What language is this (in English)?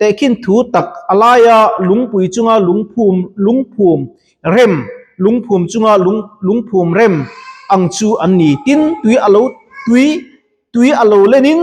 Mizo